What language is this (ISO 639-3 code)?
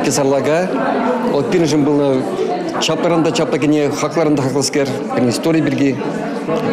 chv